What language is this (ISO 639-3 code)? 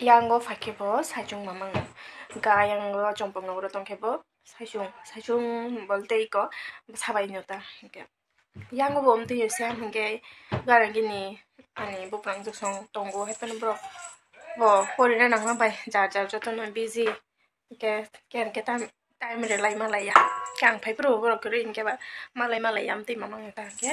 trp